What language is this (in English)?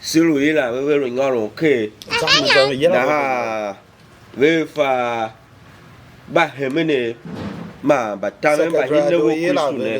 Tiv